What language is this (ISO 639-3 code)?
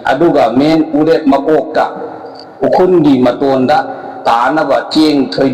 mni